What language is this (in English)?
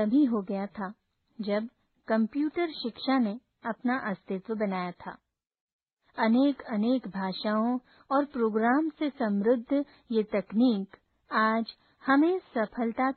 Hindi